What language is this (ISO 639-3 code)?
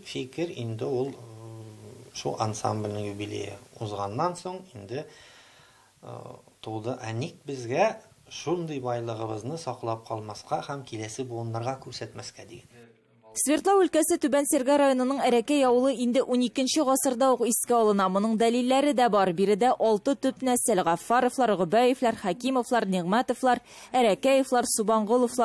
tat